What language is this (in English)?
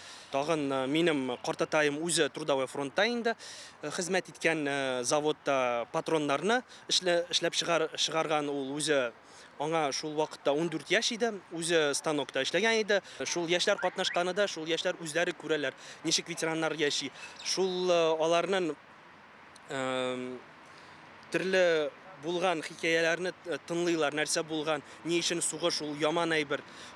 Tatar